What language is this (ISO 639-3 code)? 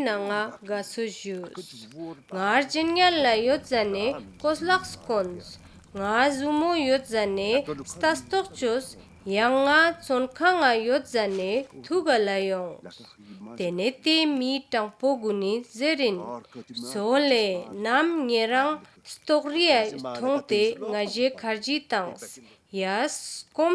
lbj